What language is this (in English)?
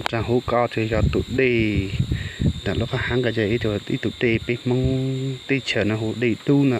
Hmong